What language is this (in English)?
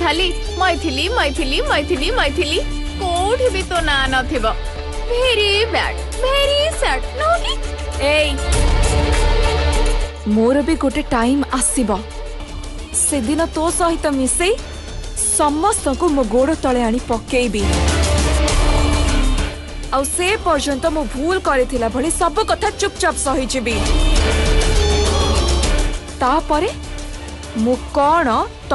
Odia